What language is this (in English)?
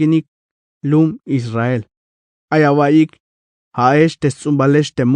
Tzeltal